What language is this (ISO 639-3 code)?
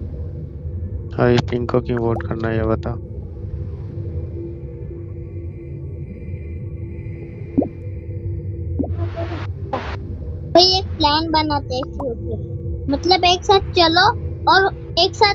hin